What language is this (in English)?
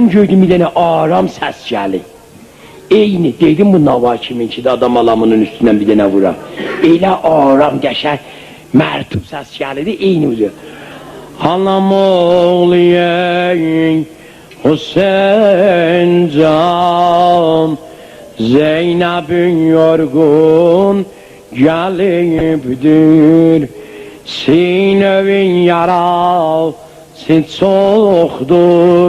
South Azerbaijani